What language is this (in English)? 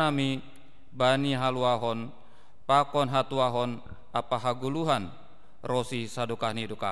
Batak Simalungun